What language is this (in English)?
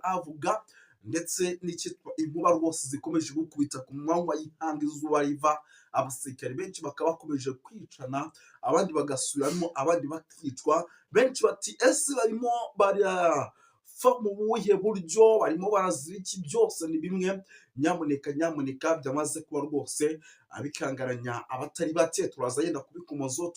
Kinyarwanda